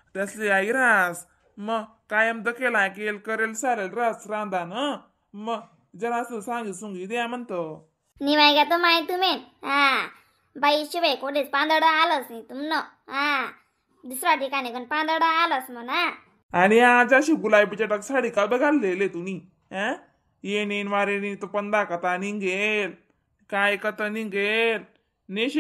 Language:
Khandesi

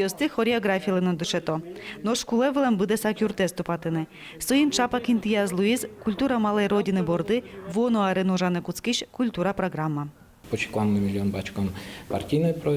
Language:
Udmurt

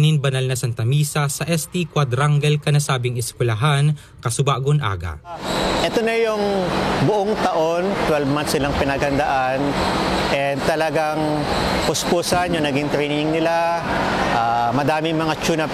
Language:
Bikol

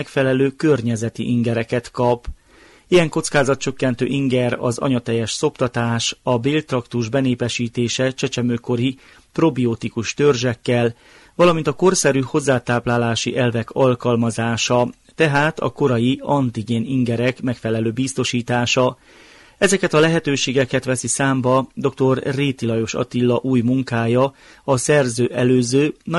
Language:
Hungarian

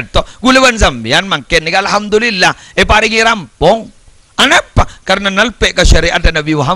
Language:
Madurese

